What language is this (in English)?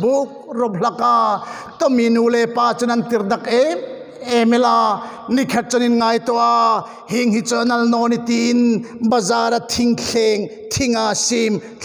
Hmar